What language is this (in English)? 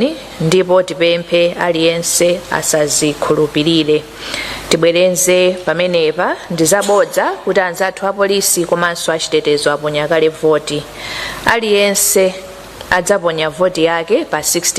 Nyanja